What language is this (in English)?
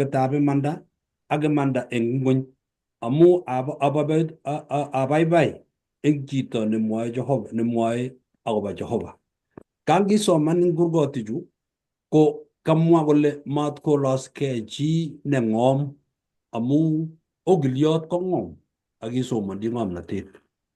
Kalenjin